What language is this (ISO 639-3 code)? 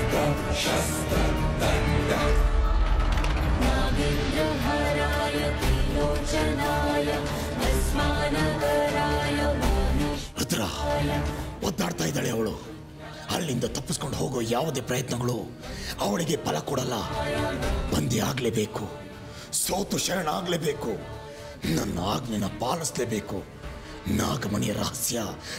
kan